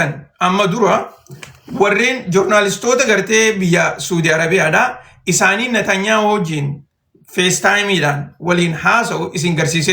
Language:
Oromo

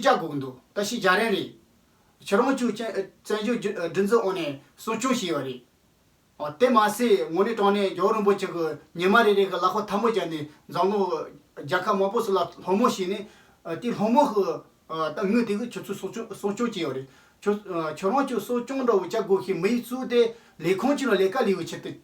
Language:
Tibetan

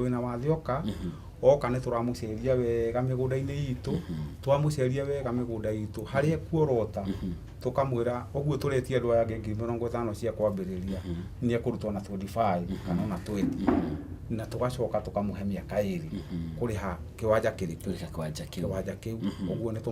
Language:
Kikuyu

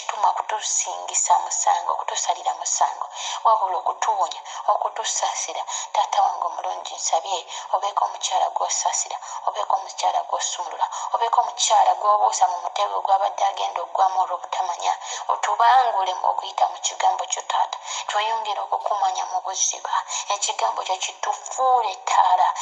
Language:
Ganda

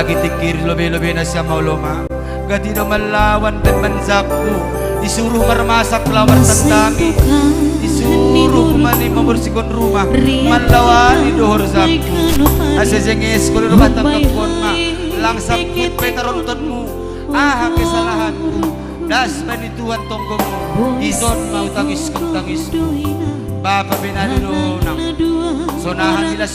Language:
Batak Simalungun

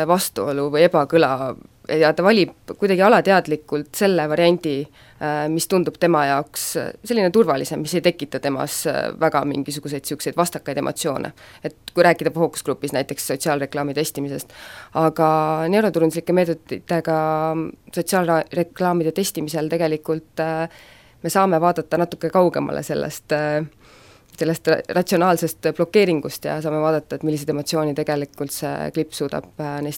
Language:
Estonian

